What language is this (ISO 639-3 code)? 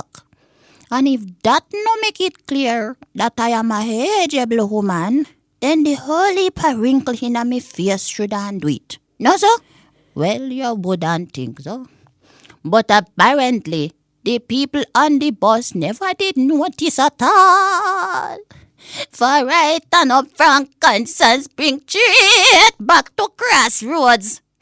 jam